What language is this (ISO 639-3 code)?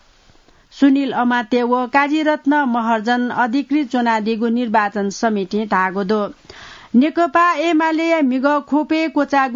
new